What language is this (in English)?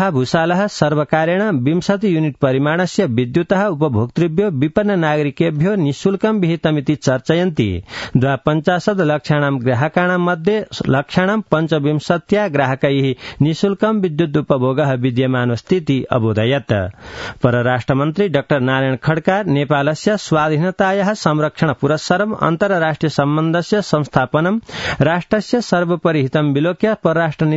Sanskrit